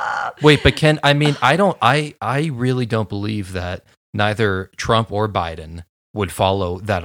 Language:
English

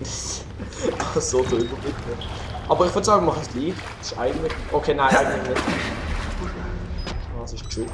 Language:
Swiss German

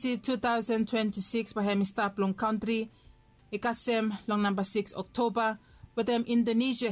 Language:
Bislama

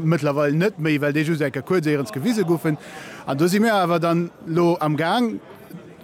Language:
Luxembourgish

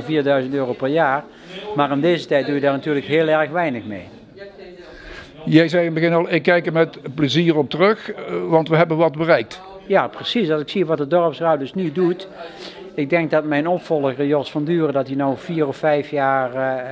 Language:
Dutch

